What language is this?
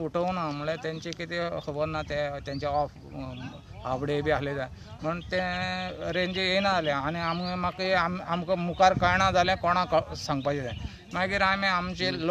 Konkani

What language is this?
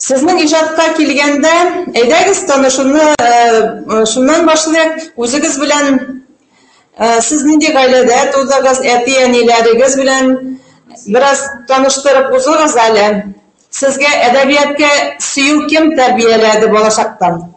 Bashkir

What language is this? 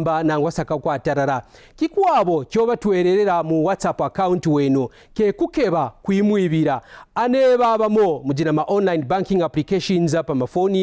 Kaonde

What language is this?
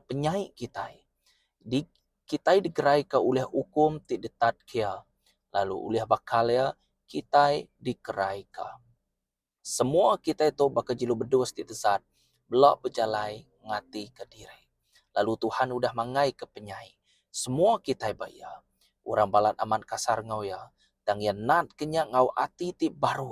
Iban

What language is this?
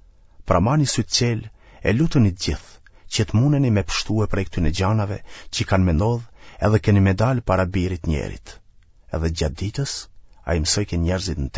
Albanian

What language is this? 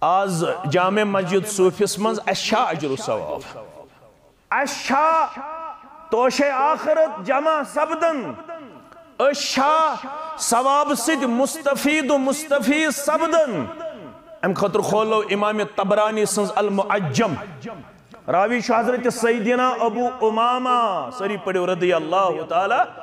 Kashmiri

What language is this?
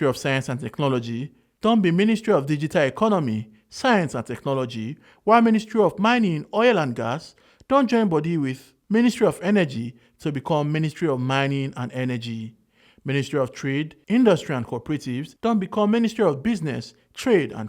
Nigerian Pidgin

